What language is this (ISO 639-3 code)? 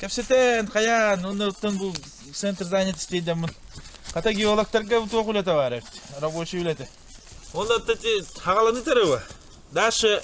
sah